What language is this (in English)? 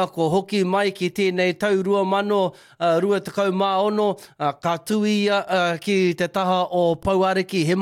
Māori